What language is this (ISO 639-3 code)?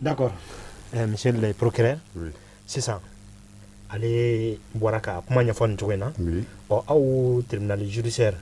bam